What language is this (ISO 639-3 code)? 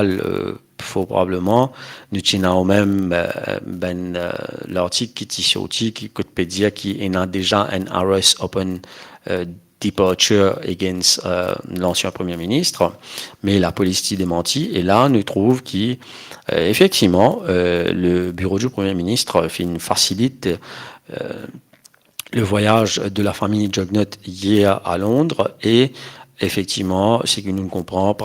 mfe